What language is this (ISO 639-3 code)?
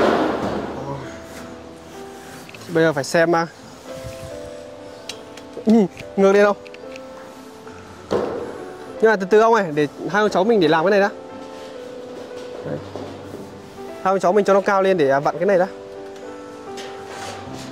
vie